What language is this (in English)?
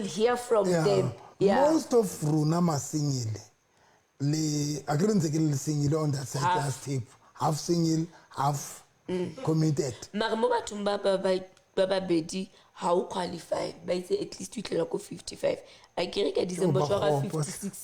Southern Sotho